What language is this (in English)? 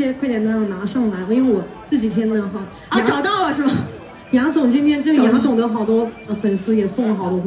Chinese